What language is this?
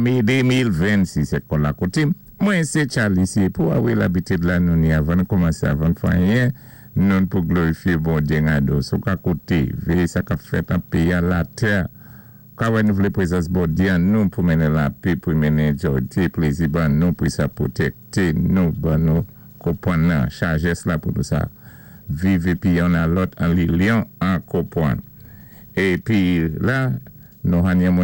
Saint Lucian Creole French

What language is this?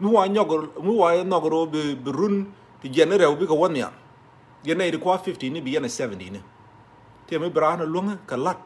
Nuer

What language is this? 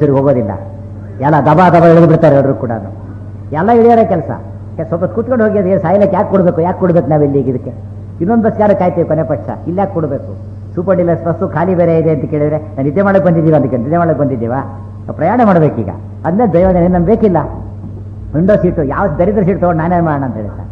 Kannada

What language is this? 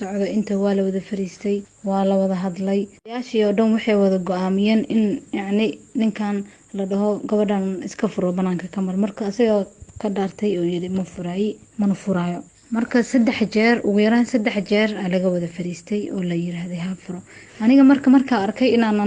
Somali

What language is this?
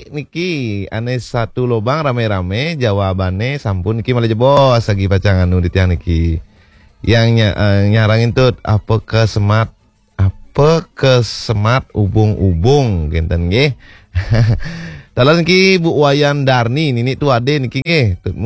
Balinese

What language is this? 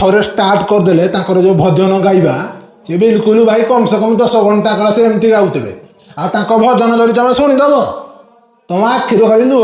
Odia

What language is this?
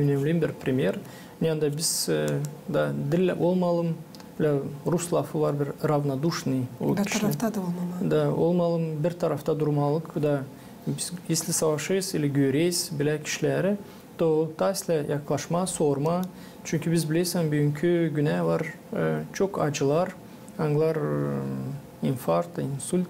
Gagauz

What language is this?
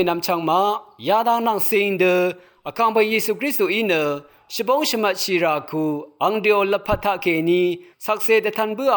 Rawang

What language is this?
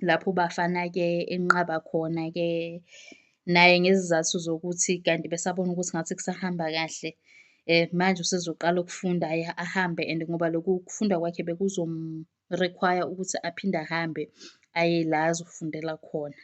Zulu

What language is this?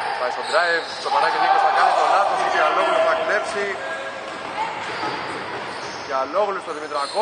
Greek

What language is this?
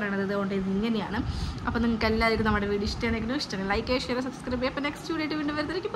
Malayalam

